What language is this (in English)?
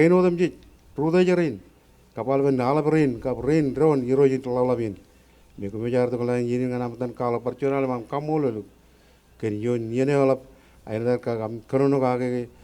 Marshallese